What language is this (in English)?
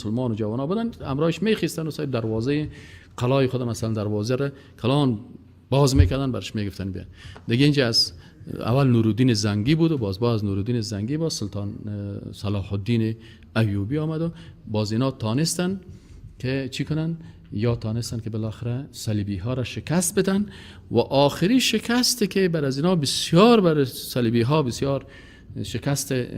Persian